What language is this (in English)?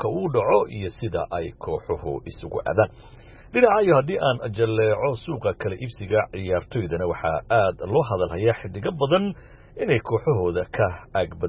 Somali